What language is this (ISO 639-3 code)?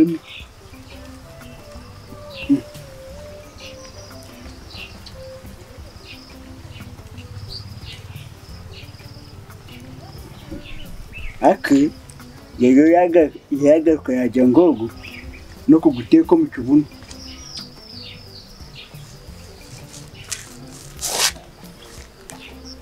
kin